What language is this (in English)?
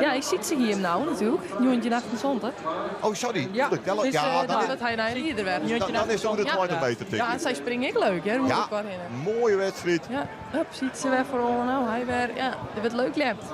Western Frisian